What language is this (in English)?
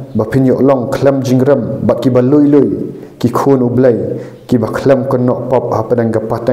Khasi